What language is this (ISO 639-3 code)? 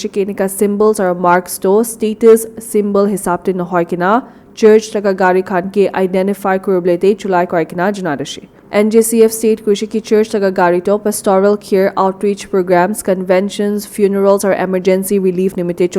nag